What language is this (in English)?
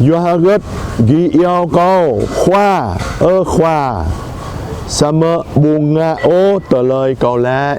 Jarai